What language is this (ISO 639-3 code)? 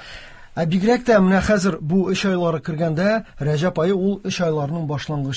tat